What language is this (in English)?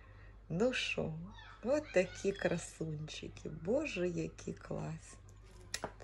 Ukrainian